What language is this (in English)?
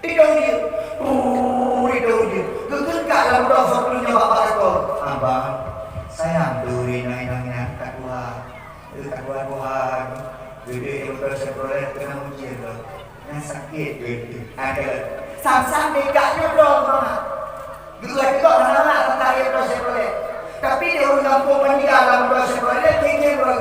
Achinese